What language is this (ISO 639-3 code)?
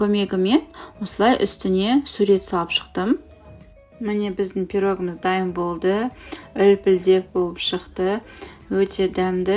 kaz